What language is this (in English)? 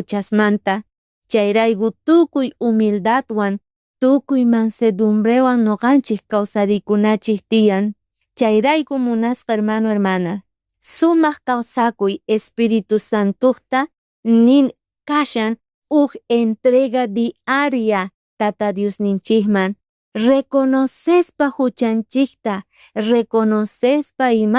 South Bolivian Quechua